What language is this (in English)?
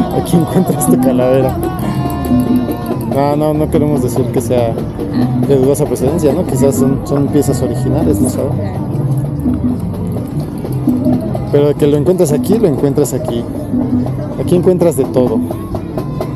Spanish